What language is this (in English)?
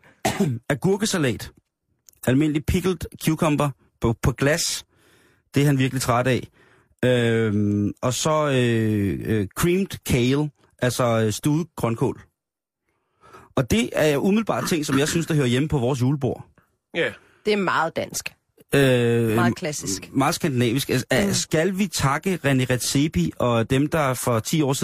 Danish